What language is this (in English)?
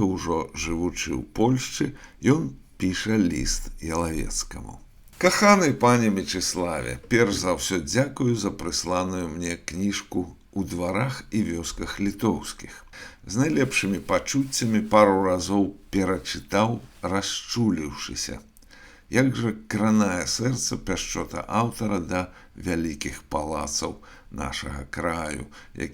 Belarusian